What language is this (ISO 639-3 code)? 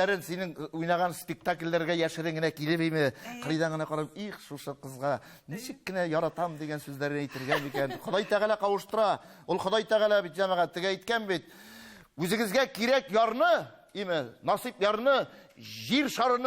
tat